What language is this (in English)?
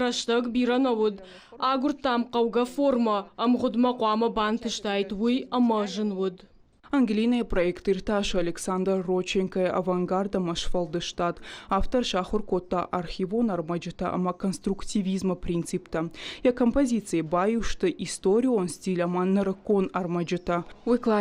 Ossetic